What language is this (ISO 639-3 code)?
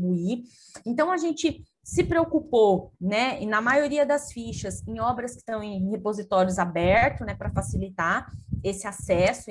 por